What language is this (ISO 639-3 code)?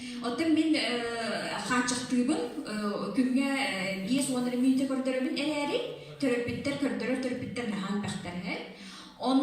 sah